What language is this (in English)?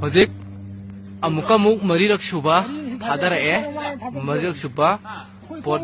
Manipuri